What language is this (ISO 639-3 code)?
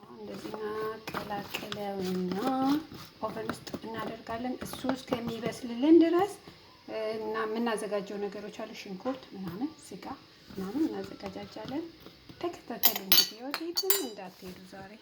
amh